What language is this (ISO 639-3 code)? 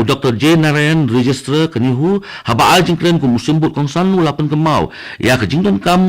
kha